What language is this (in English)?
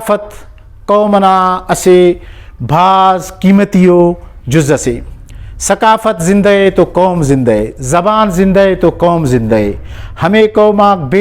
Brahui